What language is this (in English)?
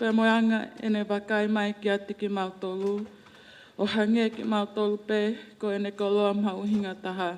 Tongan